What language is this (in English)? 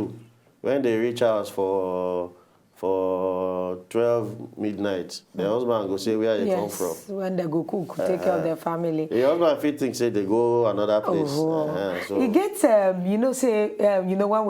Nigerian Pidgin